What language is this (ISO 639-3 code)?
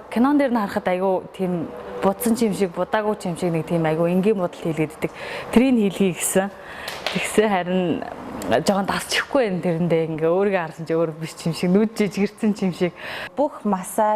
mon